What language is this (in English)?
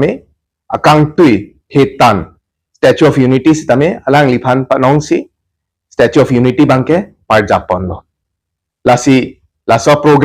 Karbi